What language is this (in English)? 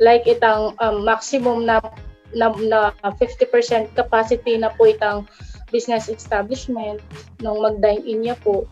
Pampanga